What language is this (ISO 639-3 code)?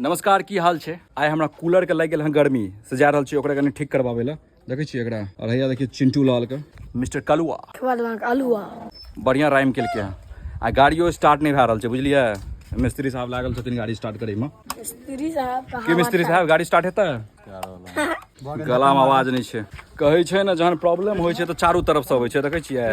mai